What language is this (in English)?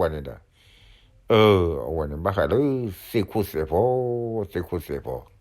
S'gaw Karen